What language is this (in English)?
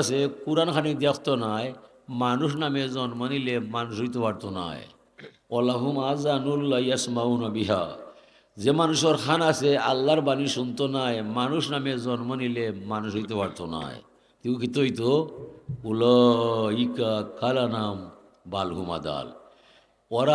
Sylheti